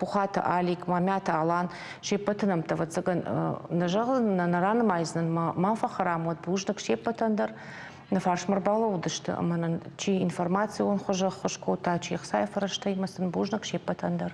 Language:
Ossetic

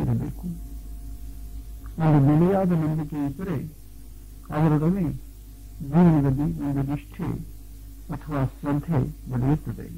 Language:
Kannada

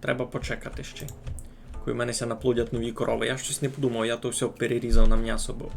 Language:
Rusyn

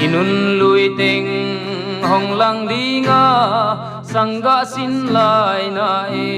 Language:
Paite Chin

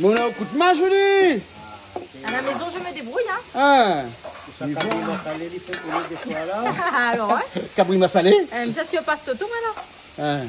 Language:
Réunion Creole French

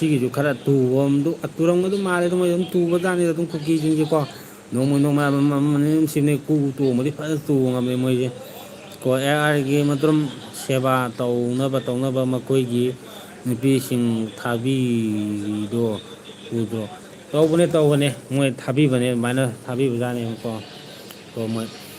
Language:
Manipuri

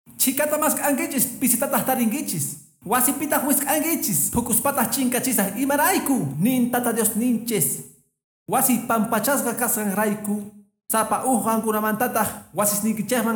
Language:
Quechua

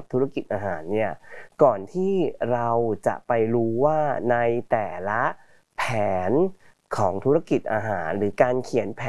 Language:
Thai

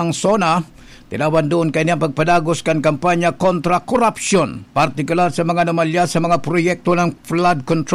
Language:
Bikol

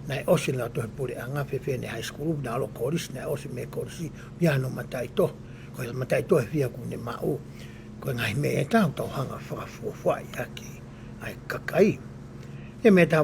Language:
Tongan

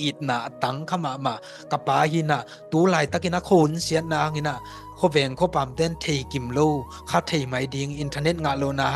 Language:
Tedim Chin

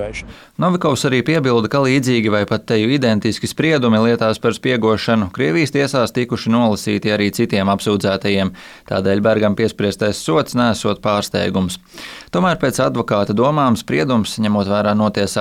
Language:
Latvian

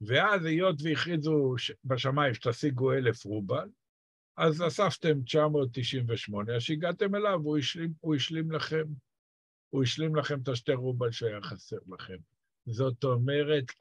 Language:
Hebrew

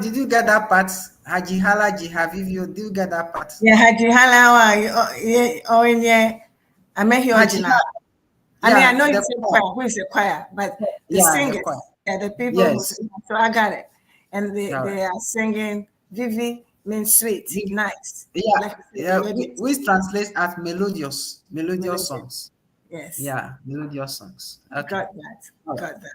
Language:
Ewe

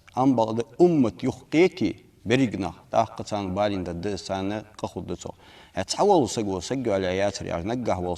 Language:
Ingush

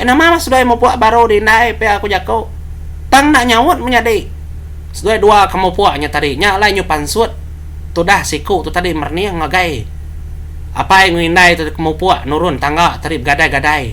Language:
Iban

